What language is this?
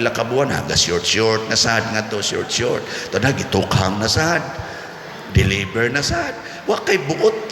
Cebuano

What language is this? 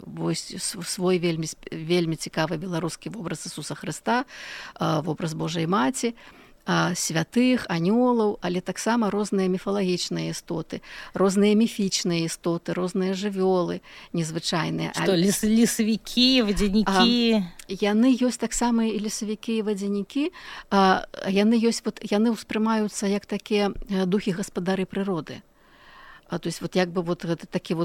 Belarusian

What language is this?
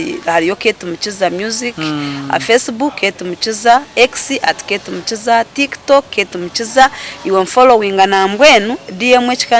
Nyankole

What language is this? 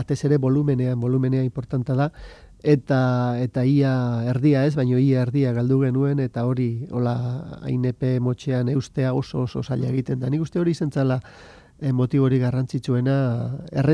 Basque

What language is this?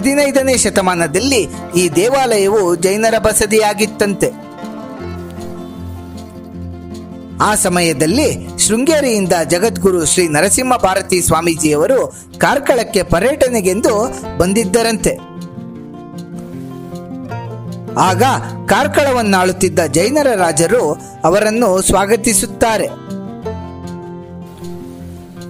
Kannada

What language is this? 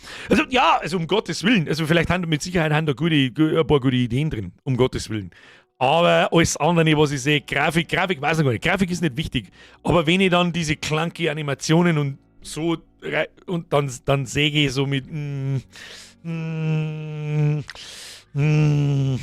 Bavarian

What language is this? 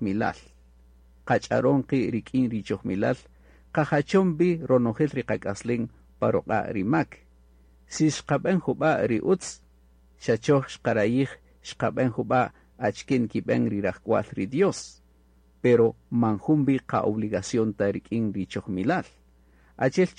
Kaqchikel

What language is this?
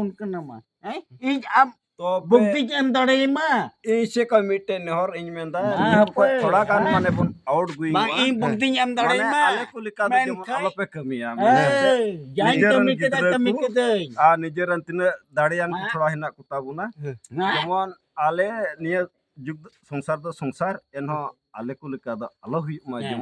Santali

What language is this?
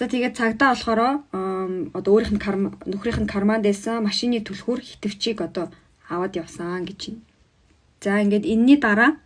Mongolian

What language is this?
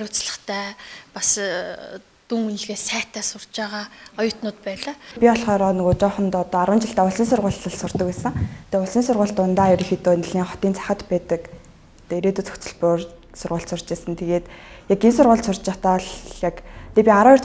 Mongolian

